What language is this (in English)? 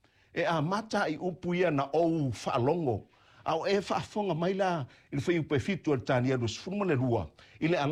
Samoan